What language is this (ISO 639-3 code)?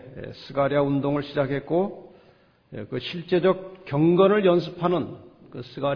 kor